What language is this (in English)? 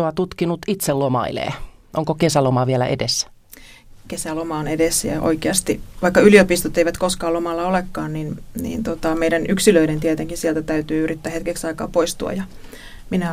Finnish